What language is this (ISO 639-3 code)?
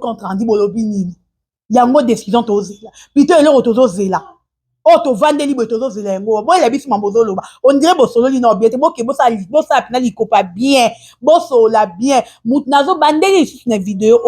lin